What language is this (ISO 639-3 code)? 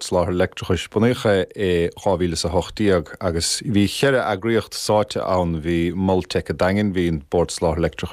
gle